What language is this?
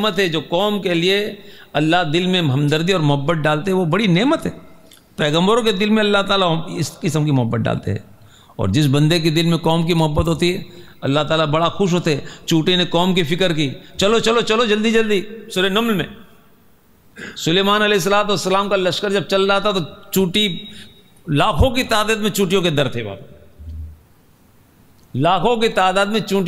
Urdu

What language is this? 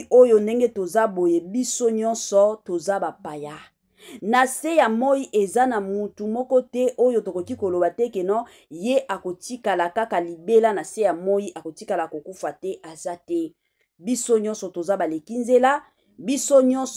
Lingala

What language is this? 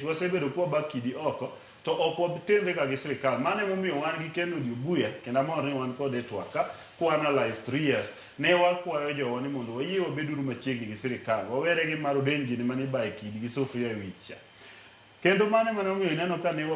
Luo (Kenya and Tanzania)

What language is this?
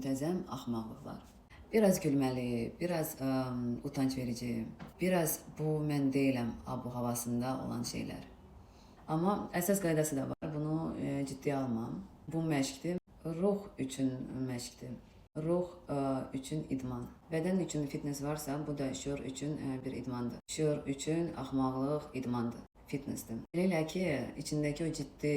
Azerbaijani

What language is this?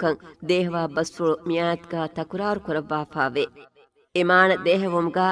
Divehi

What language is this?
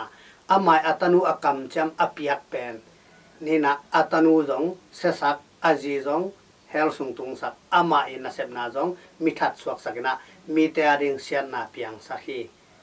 Tedim Chin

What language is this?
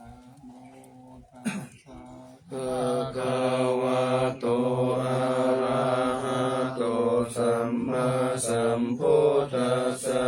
Pali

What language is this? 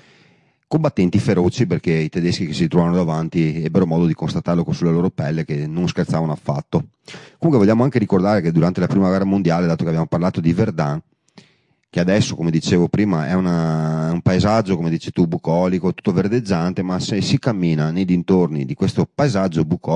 Italian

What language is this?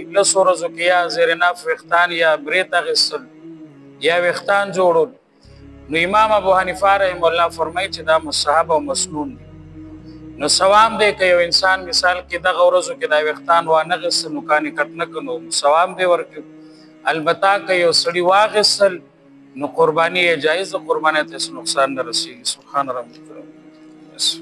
Pashto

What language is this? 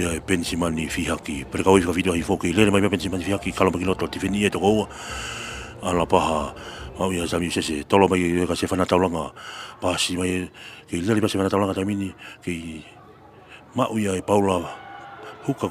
Tongan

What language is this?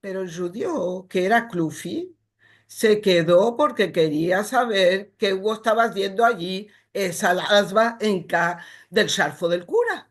Ladino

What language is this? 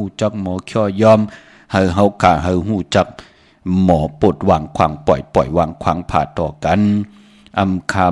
Shan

